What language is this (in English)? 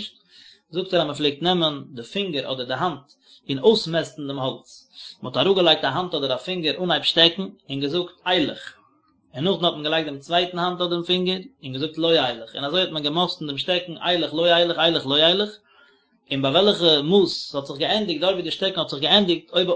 Yiddish